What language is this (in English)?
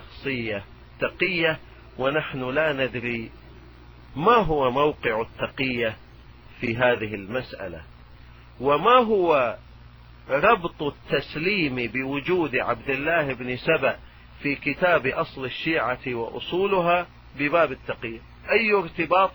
Arabic